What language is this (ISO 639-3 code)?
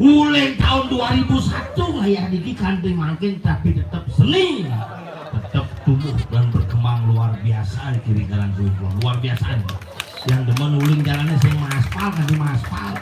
ban